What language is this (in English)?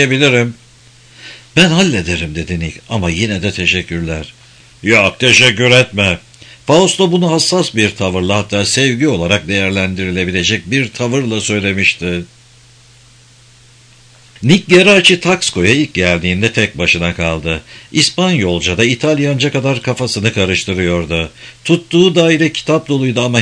Turkish